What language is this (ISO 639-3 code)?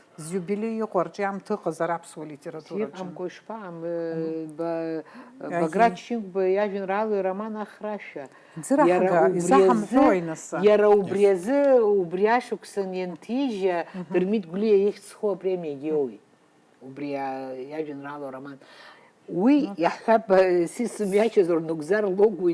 abk